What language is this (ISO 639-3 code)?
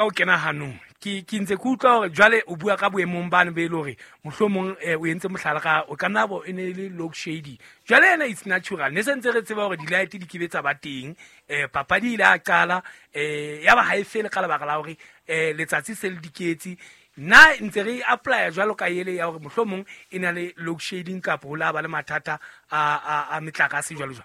sot